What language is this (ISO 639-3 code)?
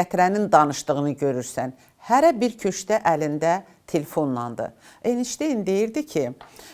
aze